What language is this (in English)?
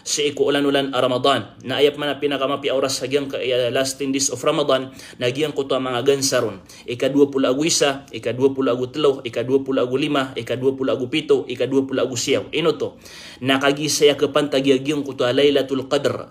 Maranao